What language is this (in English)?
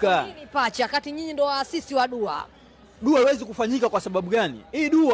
Swahili